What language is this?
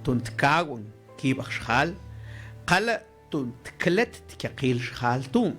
Mam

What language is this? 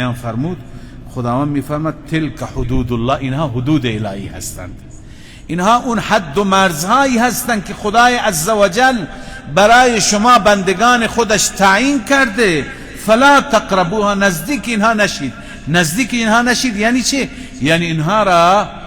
Persian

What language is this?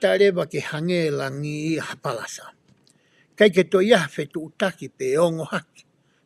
Tongan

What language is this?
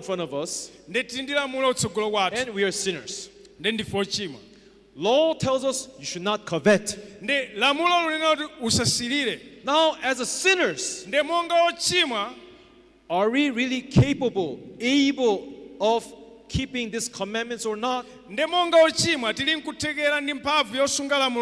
Nyanja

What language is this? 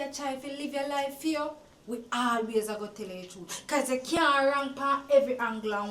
Jamaican Creole English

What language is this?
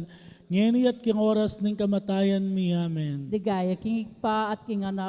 Pampanga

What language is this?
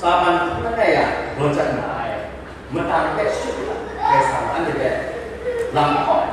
Kachin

